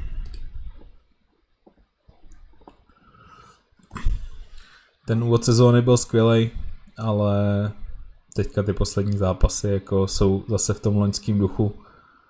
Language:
Czech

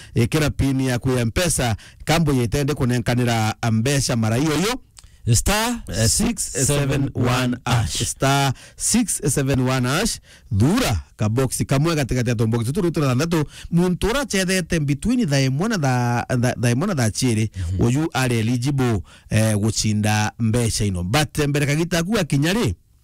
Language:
Meru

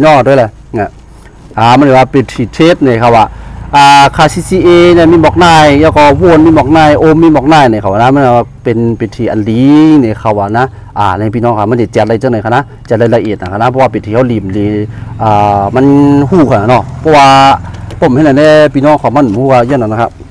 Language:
Shan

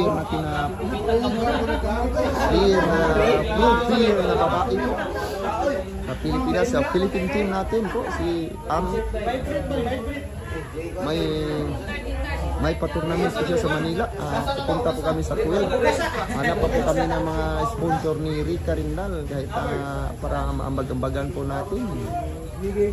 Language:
Filipino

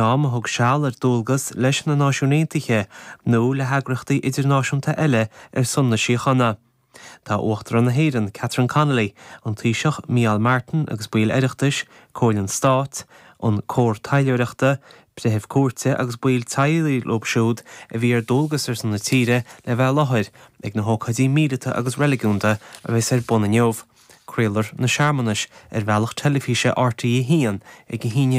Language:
Irish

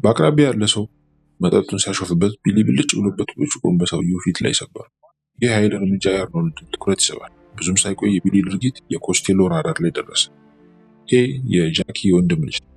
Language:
Amharic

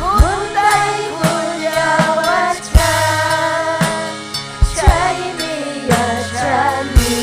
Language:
Ayacucho Quechua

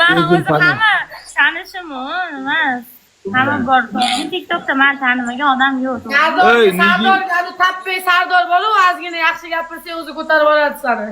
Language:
Uzbek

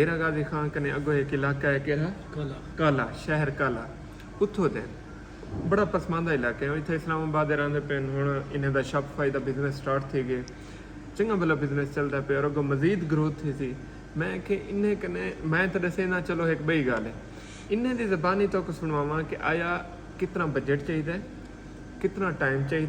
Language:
Saraiki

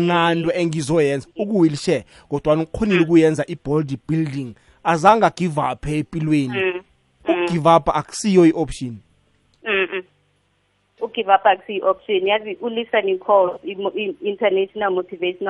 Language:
South Ndebele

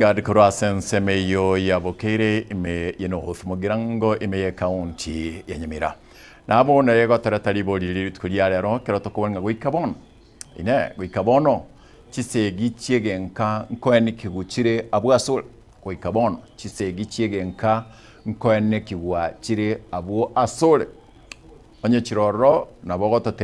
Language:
Gusii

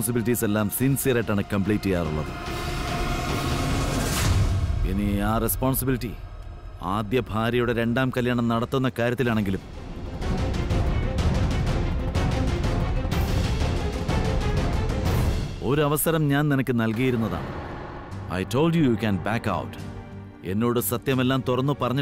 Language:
Malayalam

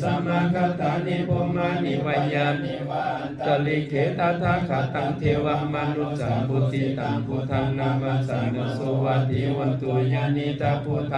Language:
Pali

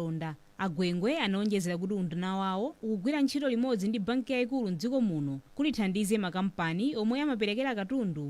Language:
Nyanja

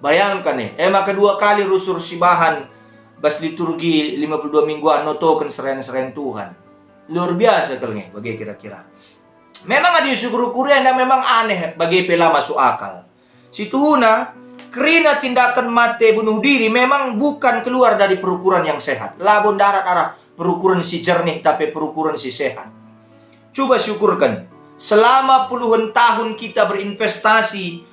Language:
Batak Karo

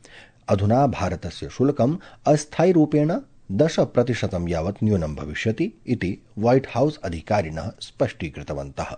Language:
Sanskrit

